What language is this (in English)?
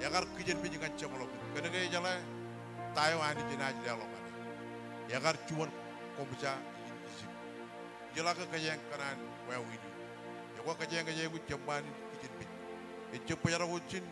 Marshallese